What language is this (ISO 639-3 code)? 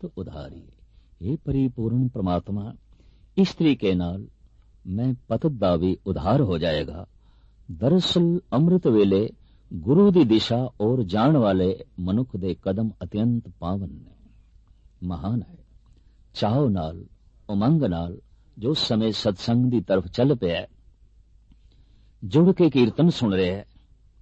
pan